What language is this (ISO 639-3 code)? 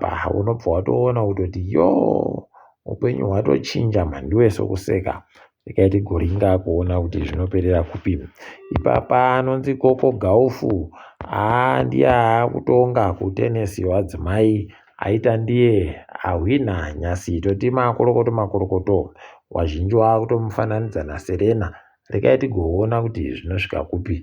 ndc